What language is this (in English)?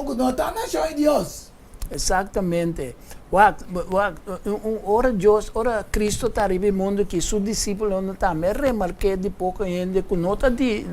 Papiamento